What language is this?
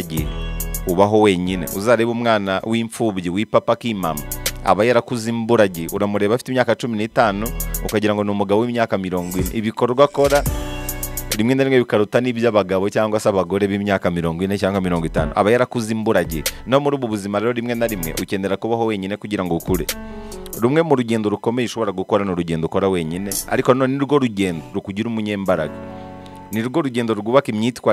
Kinyarwanda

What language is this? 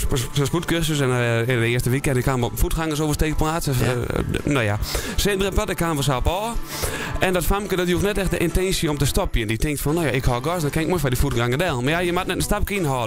Western Frisian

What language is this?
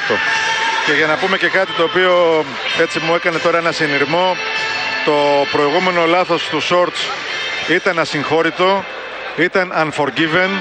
Greek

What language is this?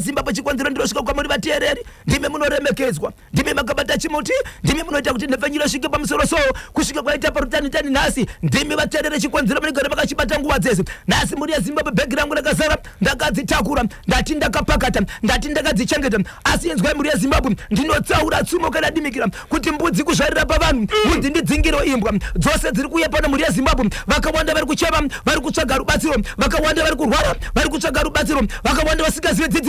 Shona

